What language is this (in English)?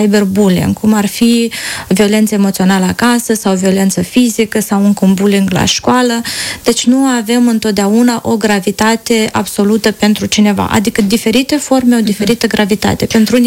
Romanian